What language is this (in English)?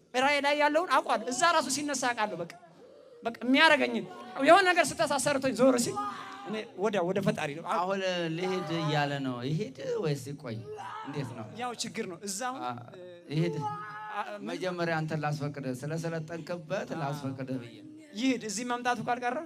Amharic